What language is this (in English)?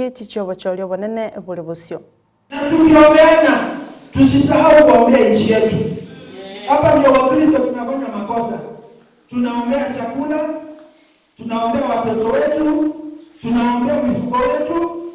Gusii